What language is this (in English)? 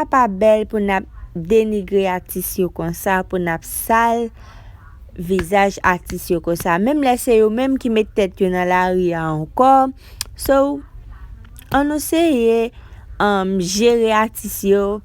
Haitian Creole